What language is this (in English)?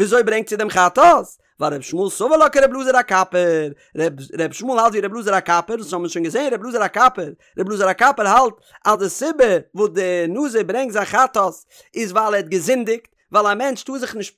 Yiddish